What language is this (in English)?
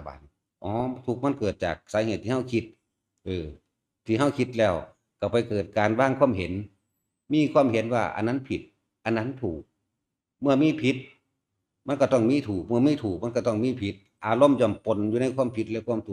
Northeastern Thai